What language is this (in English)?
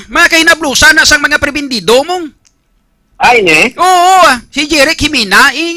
Hiligaynon